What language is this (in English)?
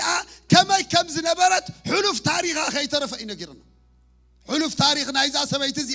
Tigrinya